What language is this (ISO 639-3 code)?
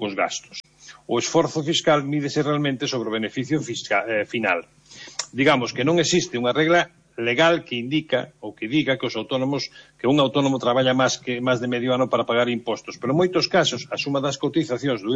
glg